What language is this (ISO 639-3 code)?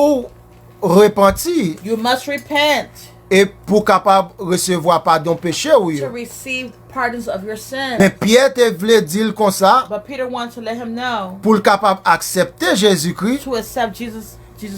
hat